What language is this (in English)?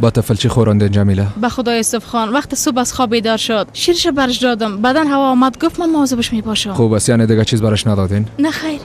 Persian